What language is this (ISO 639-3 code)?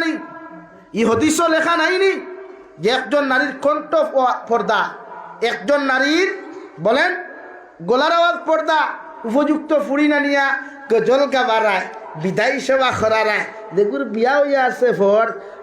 syl